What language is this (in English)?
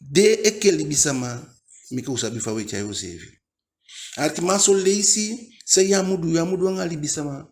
Eastern Maroon Creole